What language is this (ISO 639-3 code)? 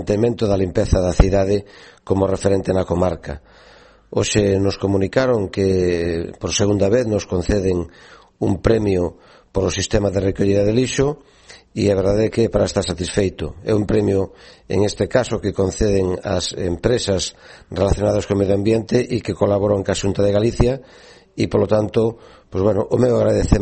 glg